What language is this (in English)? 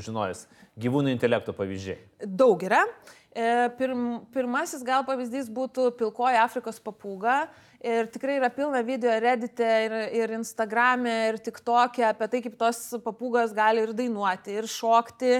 Lithuanian